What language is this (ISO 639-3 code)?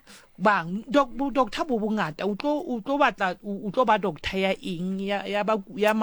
sot